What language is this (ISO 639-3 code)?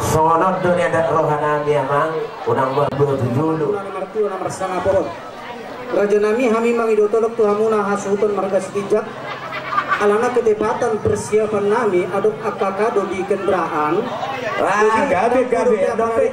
bbc